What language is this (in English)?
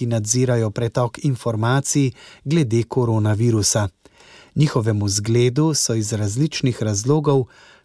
Slovenian